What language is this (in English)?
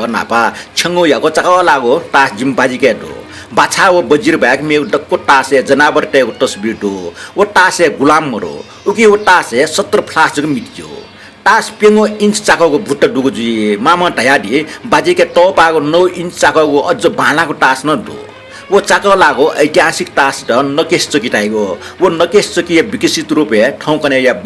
Newari